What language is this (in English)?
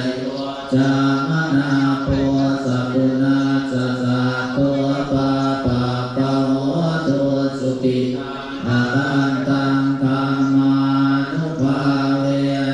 Pali